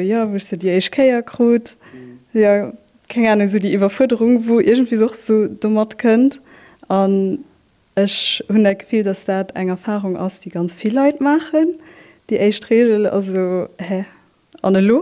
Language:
Luxembourgish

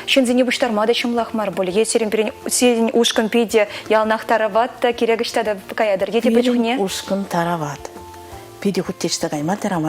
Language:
Chuvash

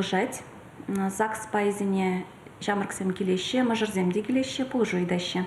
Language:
Chuvash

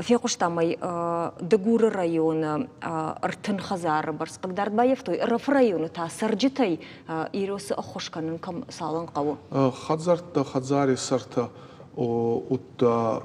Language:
Ossetic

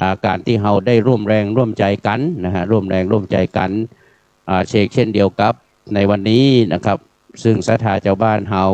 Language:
Pali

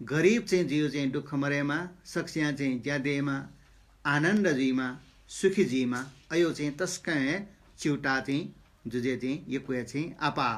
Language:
Newari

